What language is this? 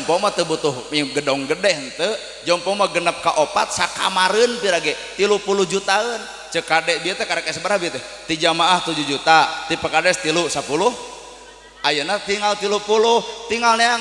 Sundanese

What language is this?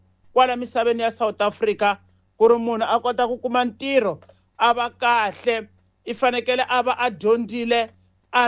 Tsonga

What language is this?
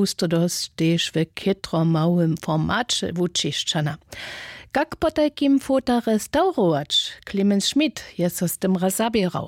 Upper Sorbian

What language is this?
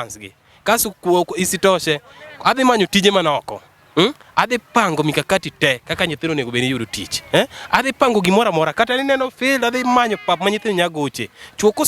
Luo (Kenya and Tanzania)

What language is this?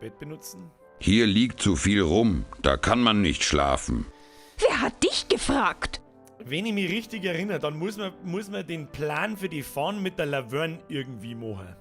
Bavarian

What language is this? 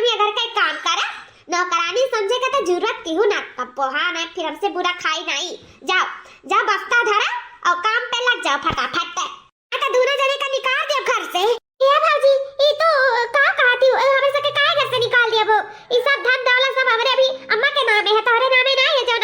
Awadhi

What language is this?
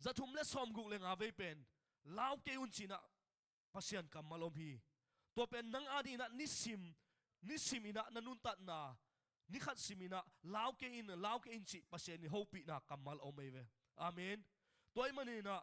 Tedim Chin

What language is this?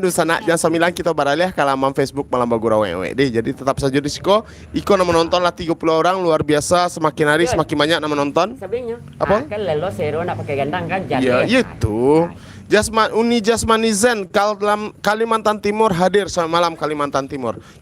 Minangkabau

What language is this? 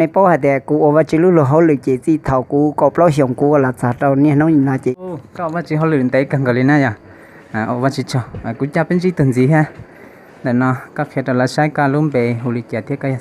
Hmong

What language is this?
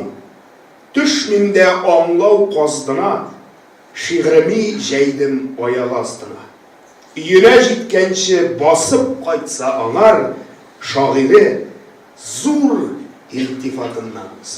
Tatar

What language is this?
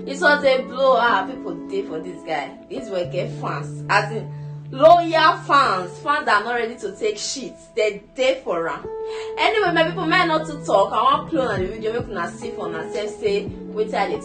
Nigerian Pidgin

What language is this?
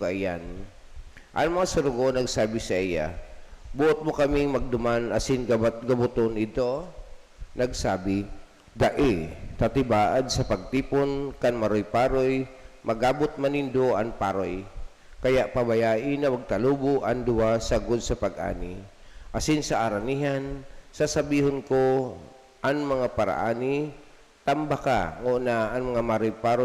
Bikol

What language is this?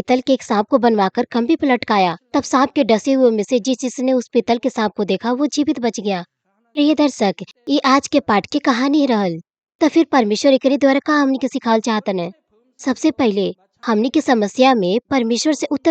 Bhojpuri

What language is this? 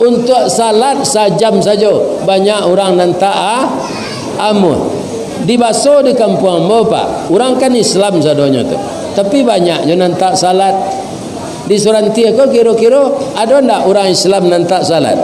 Minangkabau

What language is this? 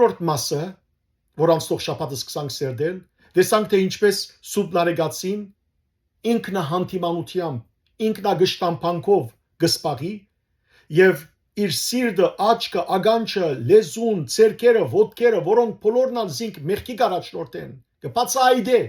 Western Armenian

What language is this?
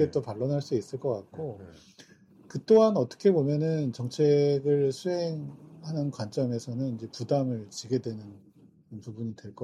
Korean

